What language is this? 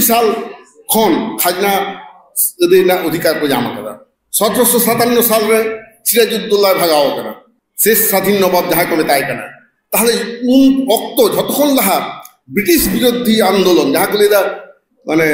Santali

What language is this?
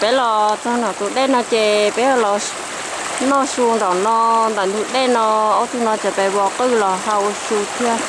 Hmong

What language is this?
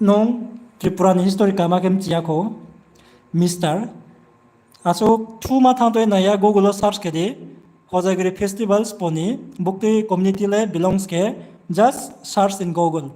Riang (India)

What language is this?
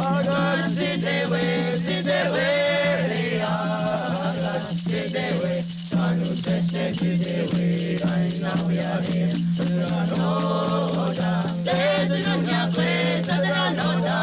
Mohawk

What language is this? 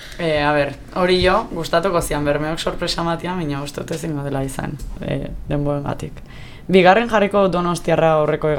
Basque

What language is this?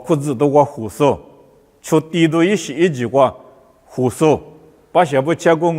Lisu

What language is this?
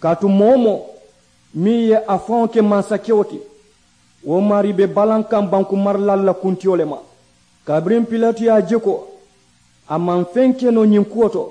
Mandingo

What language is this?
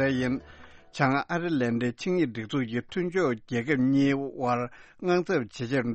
Tibetan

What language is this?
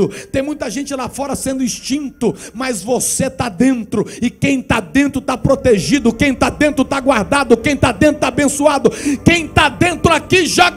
Portuguese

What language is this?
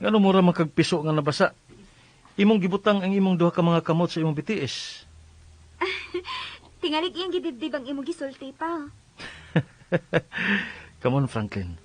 Cebuano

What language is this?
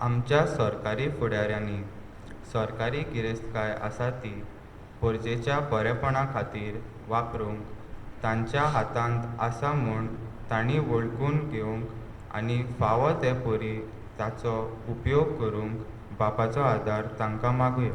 Konkani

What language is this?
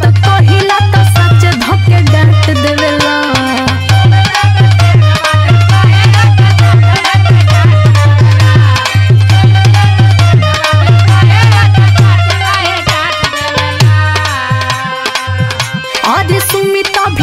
Bhojpuri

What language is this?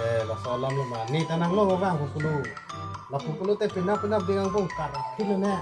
Karbi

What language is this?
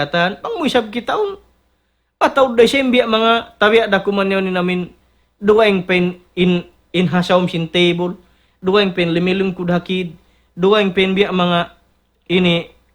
Tausug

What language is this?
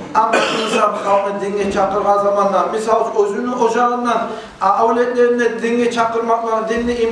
Kumyk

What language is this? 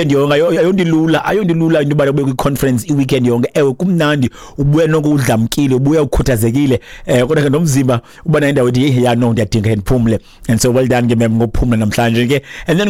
Xhosa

